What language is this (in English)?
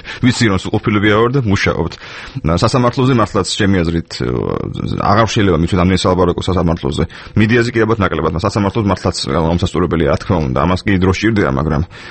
Georgian